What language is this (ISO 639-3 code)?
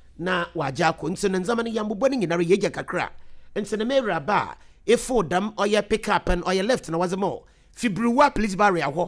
aka